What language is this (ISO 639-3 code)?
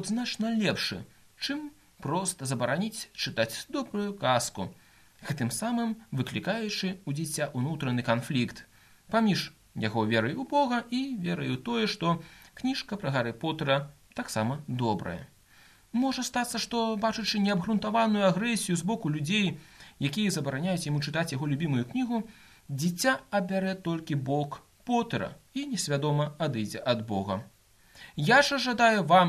bel